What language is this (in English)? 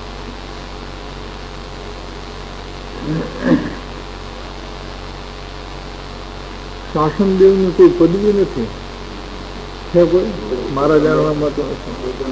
Gujarati